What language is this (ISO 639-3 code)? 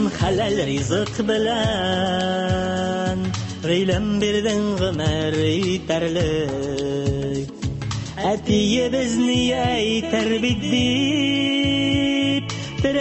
tat